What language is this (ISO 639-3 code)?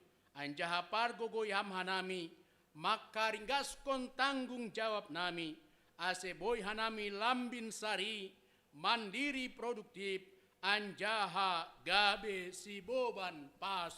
bts